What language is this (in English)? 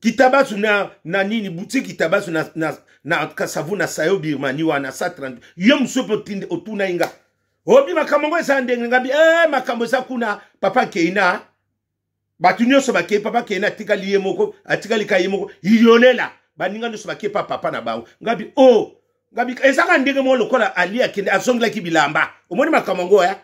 Lingala